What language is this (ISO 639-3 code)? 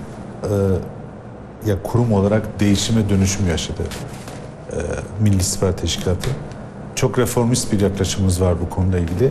tur